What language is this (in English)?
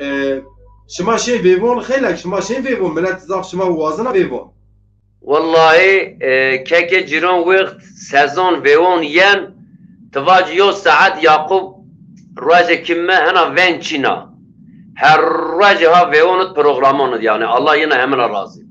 Zaza